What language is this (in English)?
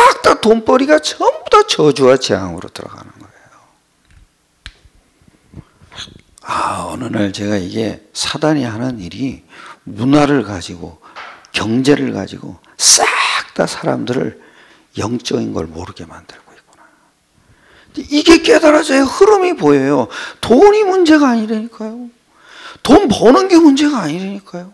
Korean